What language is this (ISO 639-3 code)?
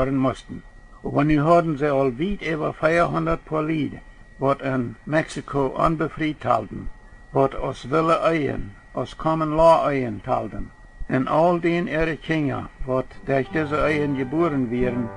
pdt